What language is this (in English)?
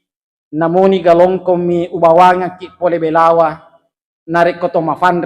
Buginese